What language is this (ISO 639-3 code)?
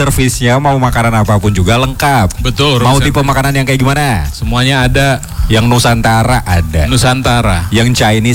ind